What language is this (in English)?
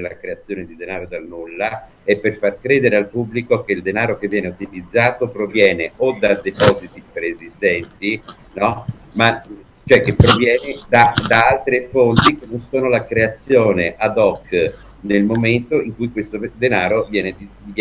Italian